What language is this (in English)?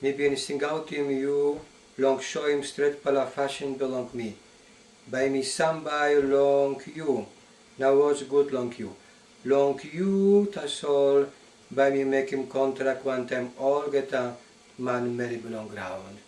Tok Pisin